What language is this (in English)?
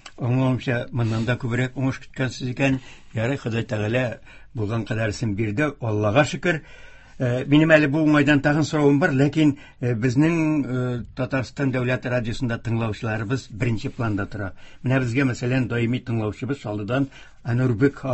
Tatar